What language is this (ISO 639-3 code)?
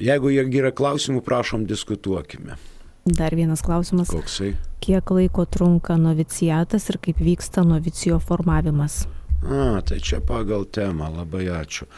lit